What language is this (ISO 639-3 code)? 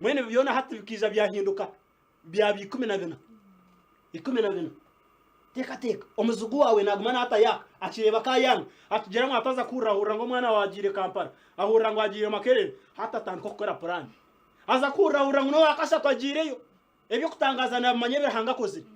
nyn